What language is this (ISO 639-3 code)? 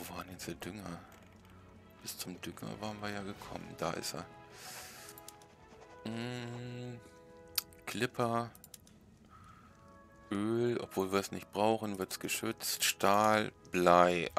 deu